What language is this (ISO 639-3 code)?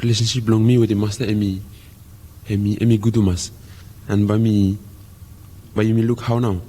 bis